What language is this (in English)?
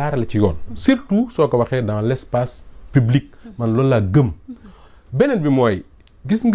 Wolof